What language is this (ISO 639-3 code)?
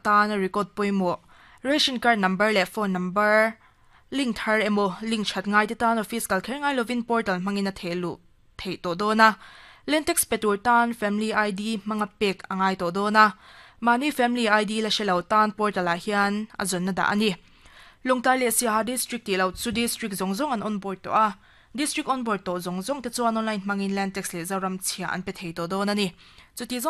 lus